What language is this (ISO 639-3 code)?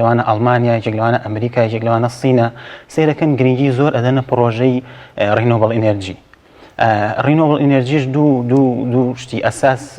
ckb